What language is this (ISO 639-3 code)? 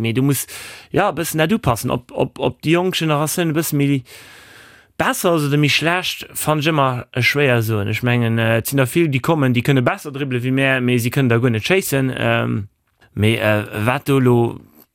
ltz